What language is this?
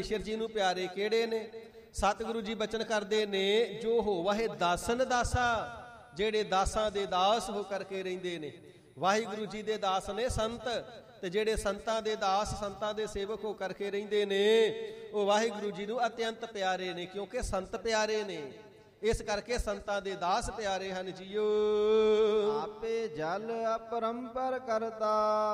Punjabi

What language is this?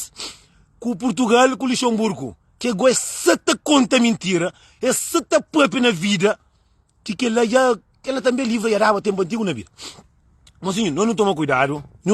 Kabuverdianu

